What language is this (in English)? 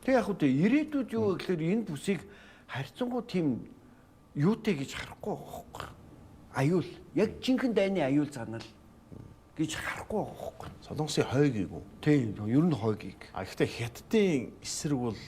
Mongolian